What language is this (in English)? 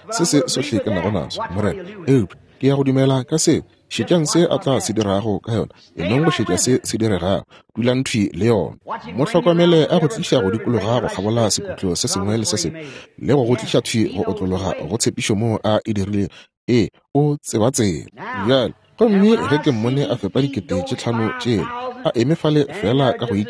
Northern Sotho